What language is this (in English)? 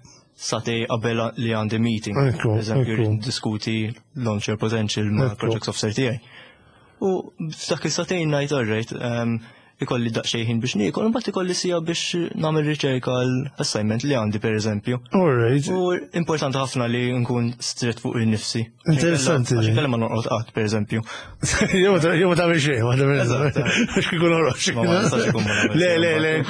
Maltese